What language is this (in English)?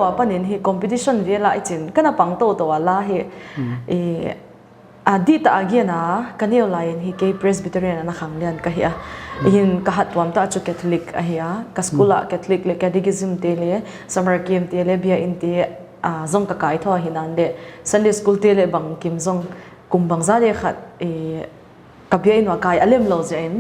Paite Chin